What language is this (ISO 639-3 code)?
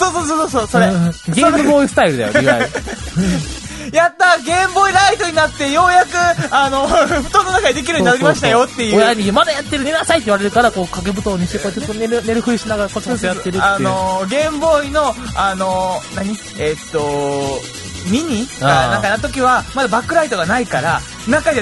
jpn